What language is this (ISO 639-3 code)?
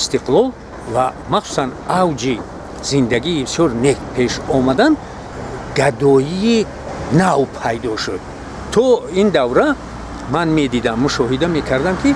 tgk